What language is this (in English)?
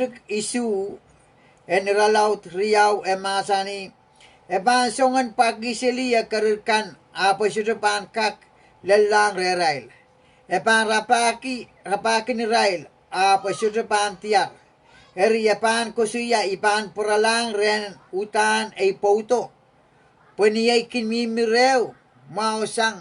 Pohnpeian